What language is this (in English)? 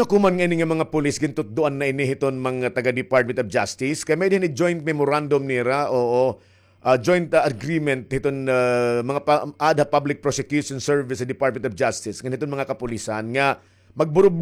Waray